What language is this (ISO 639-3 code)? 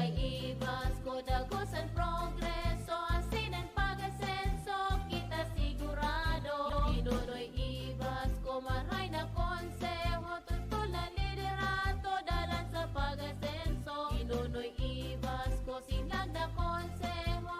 bik